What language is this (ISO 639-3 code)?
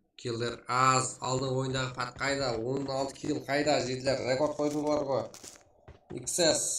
kaa